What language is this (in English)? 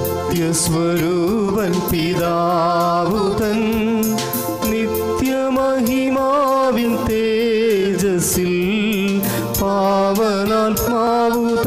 Malayalam